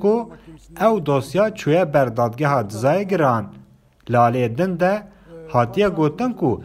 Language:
Kurdish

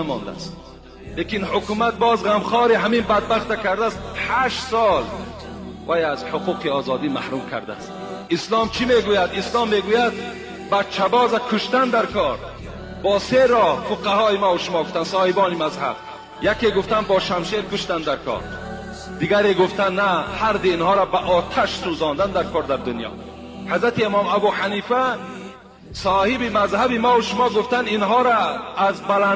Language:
Tajik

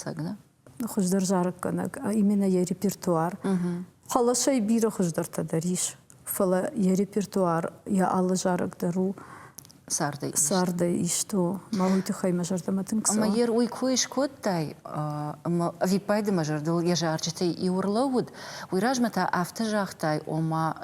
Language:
Ossetic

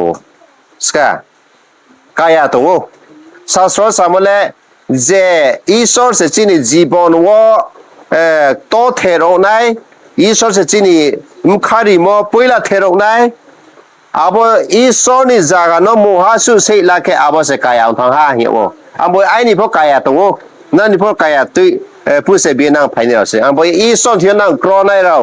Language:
Riang (India)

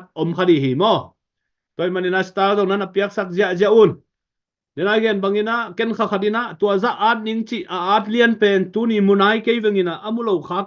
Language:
Tedim Chin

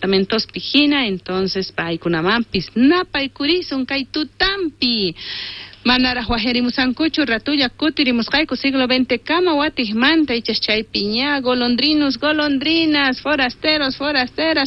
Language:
South Bolivian Quechua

